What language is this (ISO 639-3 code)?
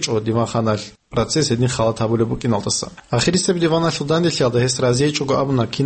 ava